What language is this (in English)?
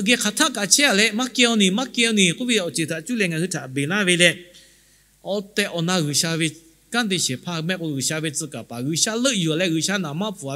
Lahu